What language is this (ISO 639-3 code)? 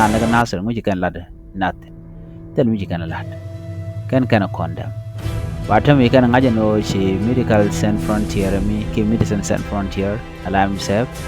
nus